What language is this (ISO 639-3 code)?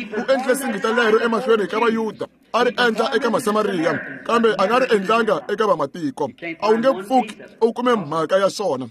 tso